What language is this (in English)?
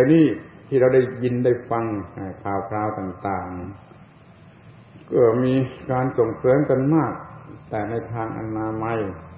Thai